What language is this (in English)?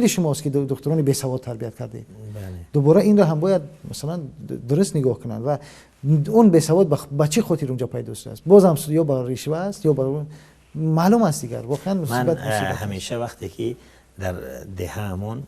Tajik